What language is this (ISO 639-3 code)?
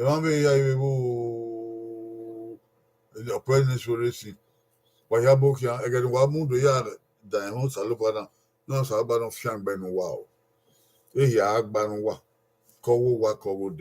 bin